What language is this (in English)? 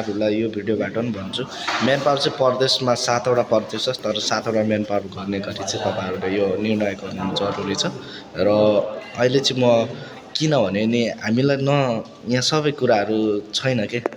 Nepali